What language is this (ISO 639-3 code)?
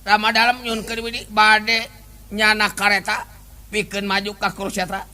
sun